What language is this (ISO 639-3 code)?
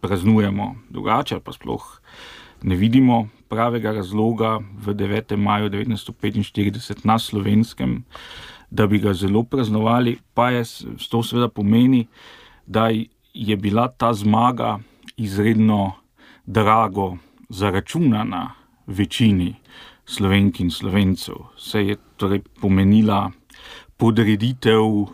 slv